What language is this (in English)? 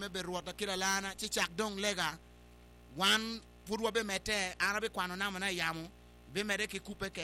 Acoli